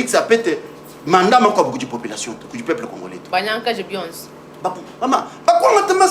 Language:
Luba-Lulua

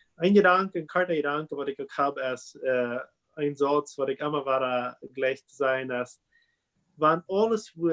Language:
Plautdietsch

